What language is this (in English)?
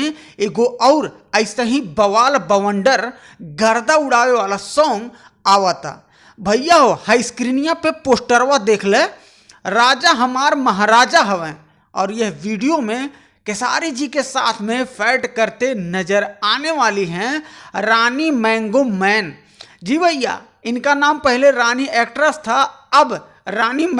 Bhojpuri